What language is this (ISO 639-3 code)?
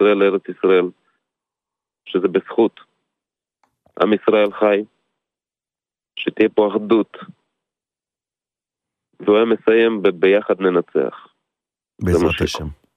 heb